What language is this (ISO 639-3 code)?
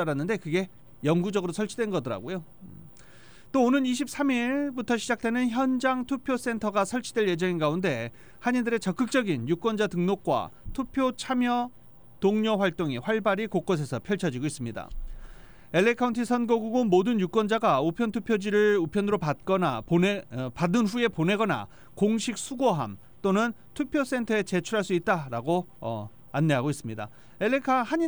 kor